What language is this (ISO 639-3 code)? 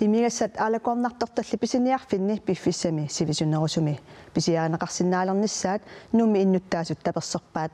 kal